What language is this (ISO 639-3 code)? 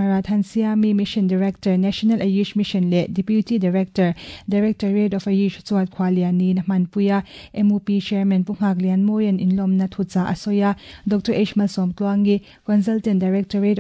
lus